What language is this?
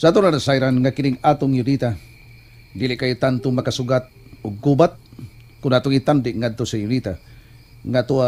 Cebuano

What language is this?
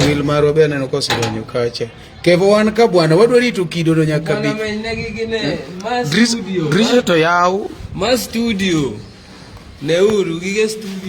Luo (Kenya and Tanzania)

